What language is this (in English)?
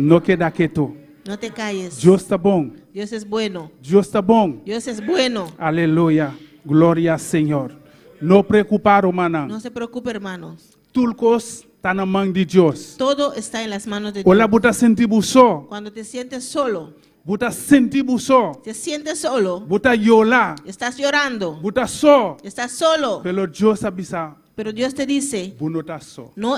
Papiamento